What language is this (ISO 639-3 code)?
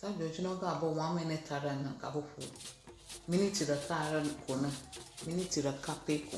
ewe